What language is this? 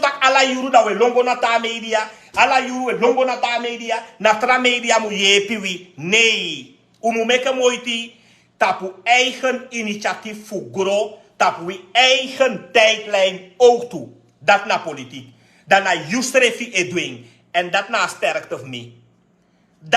Sranan Tongo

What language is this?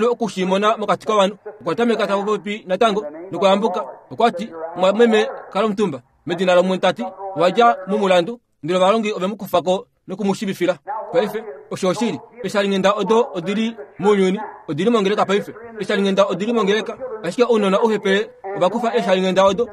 Kuanyama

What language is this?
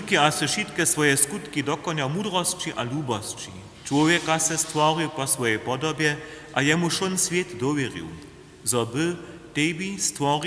Upper Sorbian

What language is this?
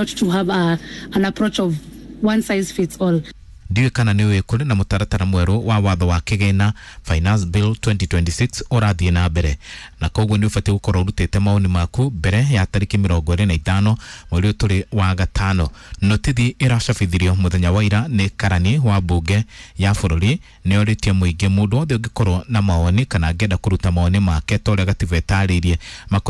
Kikuyu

